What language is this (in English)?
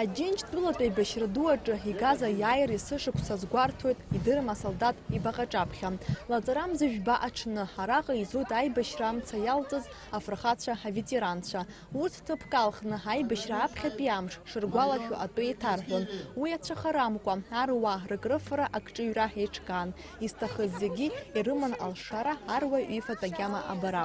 Abkhazian